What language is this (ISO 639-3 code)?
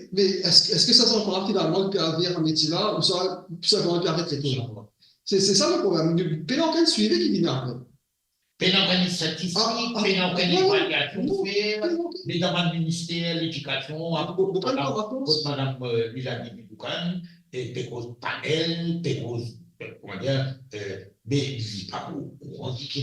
mfe